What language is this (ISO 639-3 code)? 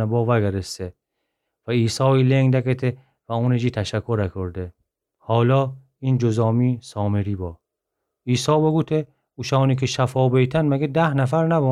glk